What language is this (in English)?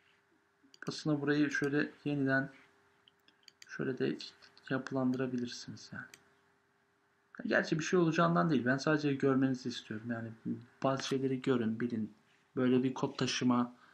Turkish